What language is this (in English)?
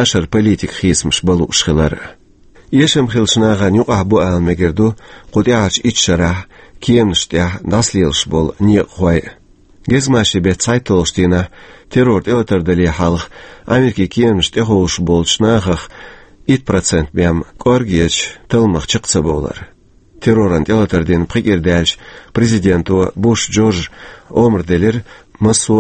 Chechen